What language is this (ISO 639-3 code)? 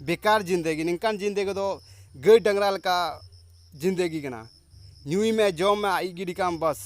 sat